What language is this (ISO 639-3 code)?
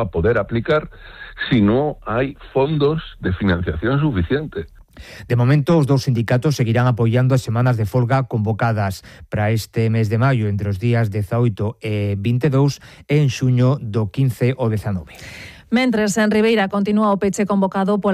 glg